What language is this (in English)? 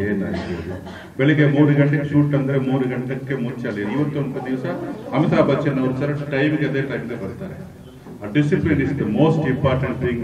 Kannada